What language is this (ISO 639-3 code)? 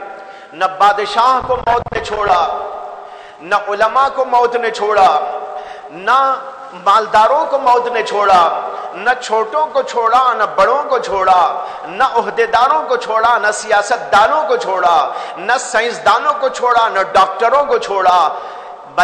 urd